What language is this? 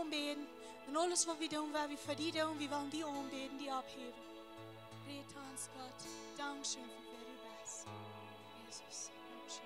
Plautdietsch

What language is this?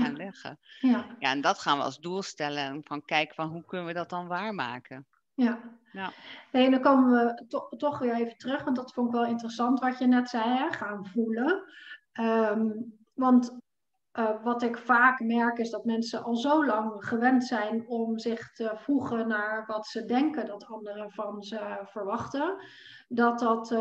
Dutch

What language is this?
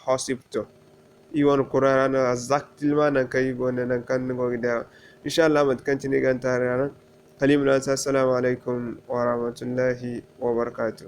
Zarma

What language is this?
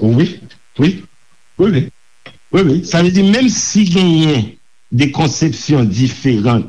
Haitian Creole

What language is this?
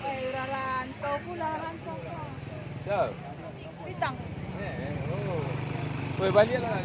Minangkabau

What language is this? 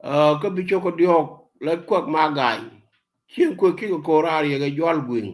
Nuer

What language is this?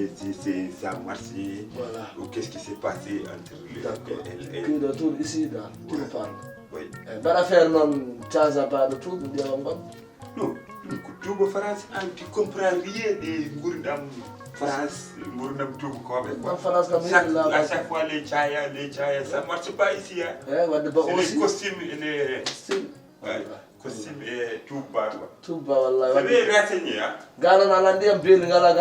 Fula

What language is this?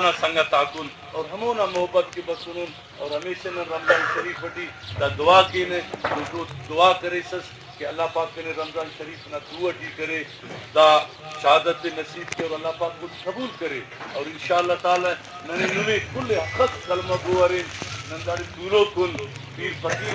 Brahui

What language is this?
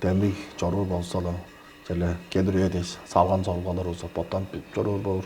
Tuvinian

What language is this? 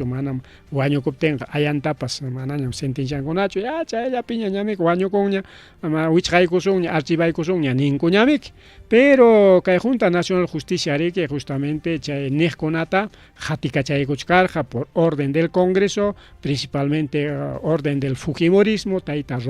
Ayacucho Quechua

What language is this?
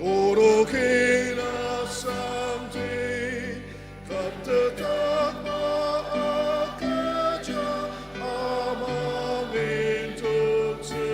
Ao Naga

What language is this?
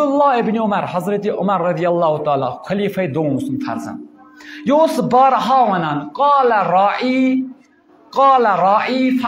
Kashmiri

